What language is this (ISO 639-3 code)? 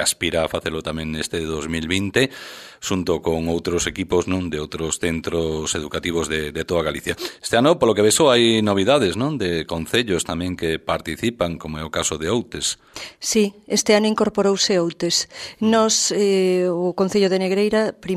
glg